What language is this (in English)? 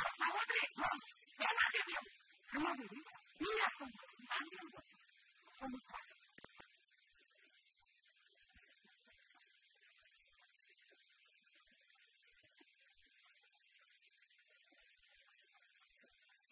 Kannada